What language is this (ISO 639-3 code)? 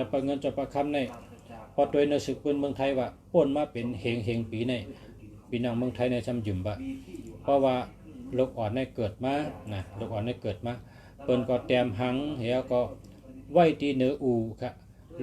shn